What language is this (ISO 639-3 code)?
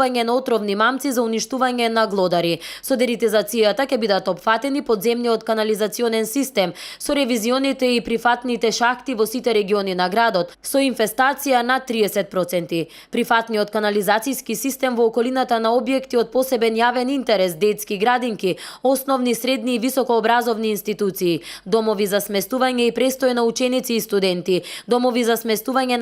mkd